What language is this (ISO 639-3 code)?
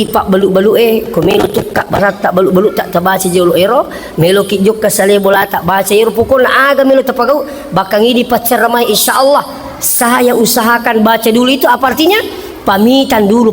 bug